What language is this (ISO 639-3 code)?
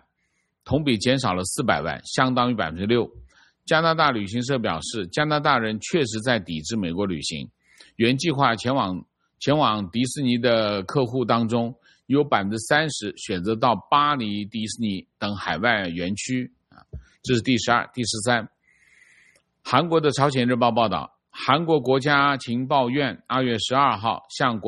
zho